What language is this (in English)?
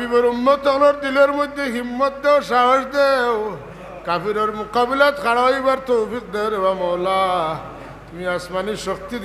Sylheti